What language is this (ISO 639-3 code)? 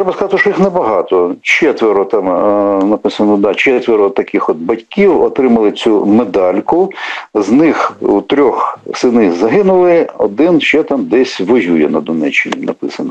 ukr